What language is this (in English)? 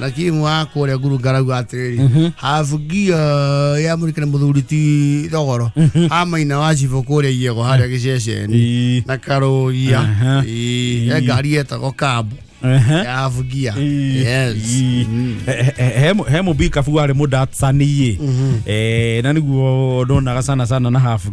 Kikuyu